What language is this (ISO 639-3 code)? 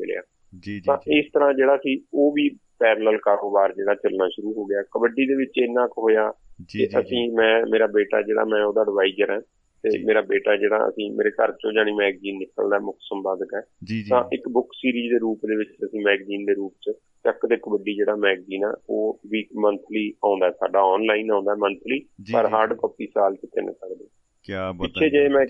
pan